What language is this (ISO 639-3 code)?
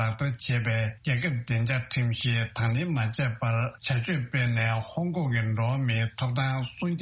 bod